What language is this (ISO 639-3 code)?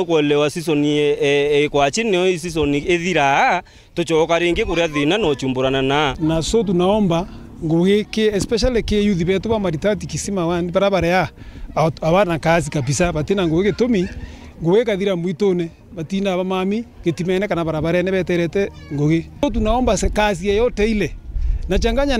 mer